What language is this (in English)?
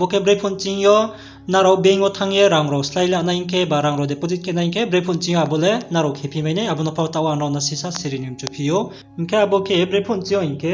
Riang (India)